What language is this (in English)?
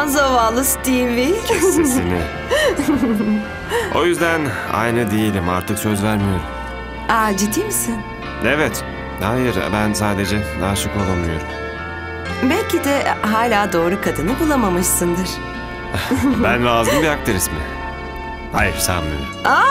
Turkish